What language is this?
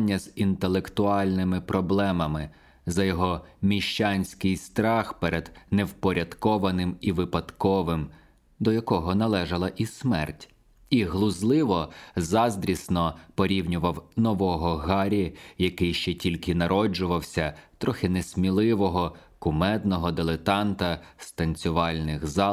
Ukrainian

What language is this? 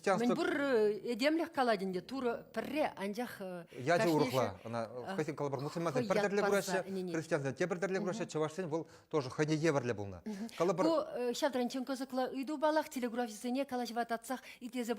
Chuvash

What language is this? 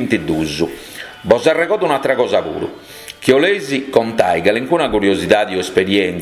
Sardinian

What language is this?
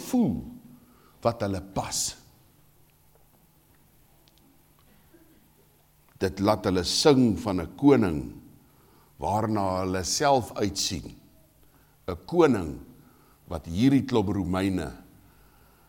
Afrikaans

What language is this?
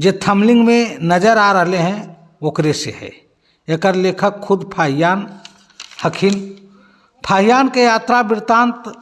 Magahi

